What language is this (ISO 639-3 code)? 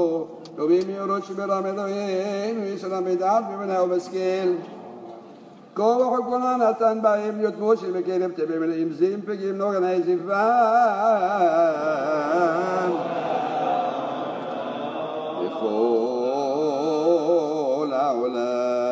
heb